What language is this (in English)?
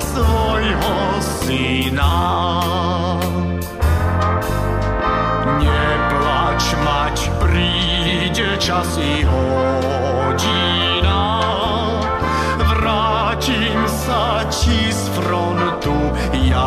Slovak